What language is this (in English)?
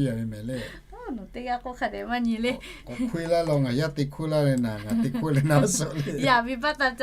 Lahu